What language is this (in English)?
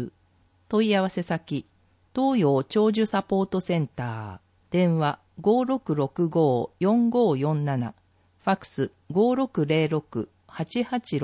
Japanese